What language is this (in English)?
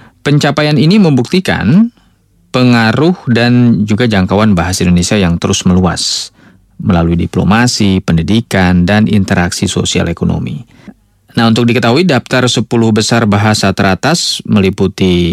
Indonesian